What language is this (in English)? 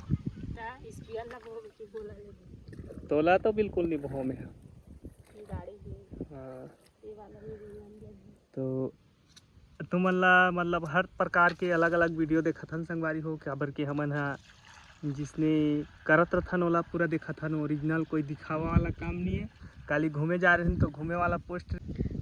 Chhattisgarhi